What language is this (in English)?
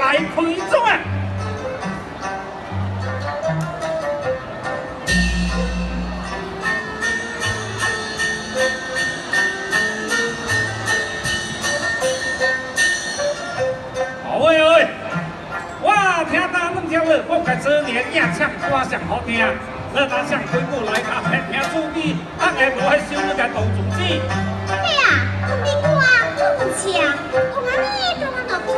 Min Nan Chinese